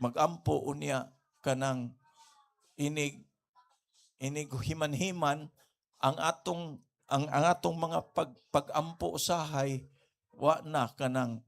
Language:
Cebuano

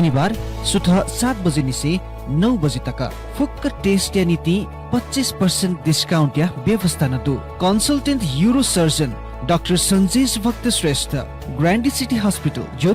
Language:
Newari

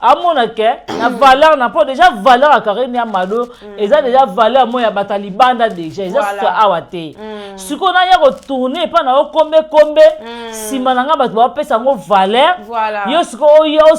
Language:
Lingala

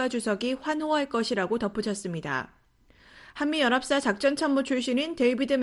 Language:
Korean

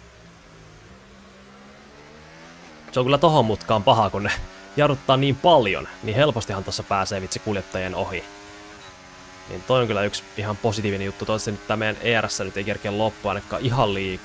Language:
Finnish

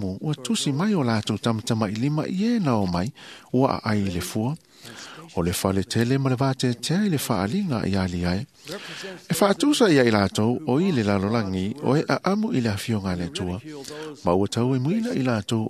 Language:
Samoan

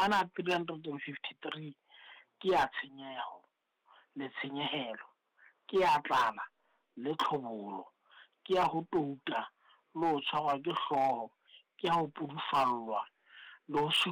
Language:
Southern Sotho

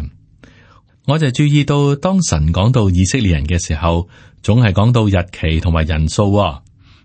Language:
Cantonese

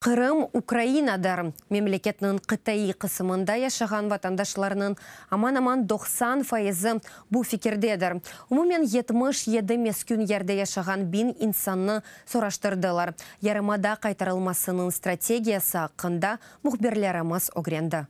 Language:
Crimean Tatar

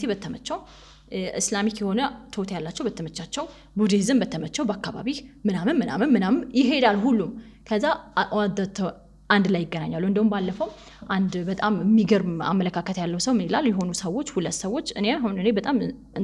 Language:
Amharic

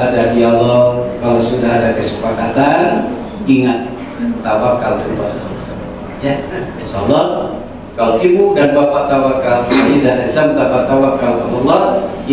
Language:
Indonesian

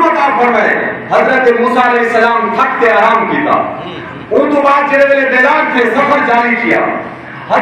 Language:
Saraiki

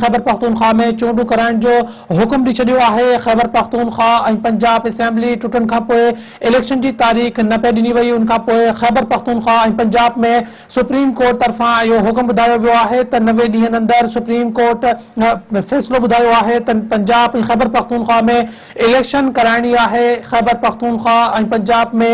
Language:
Sindhi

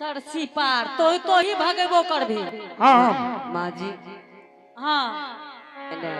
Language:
Angika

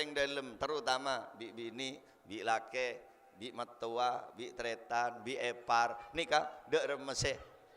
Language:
Madurese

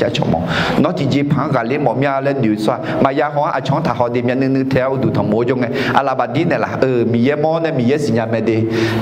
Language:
Akha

